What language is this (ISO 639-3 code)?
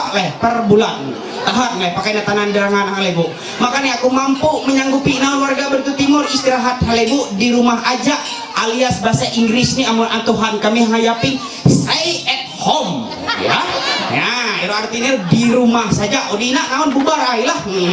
mhy